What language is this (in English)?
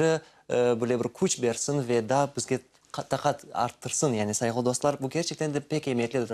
Crimean Tatar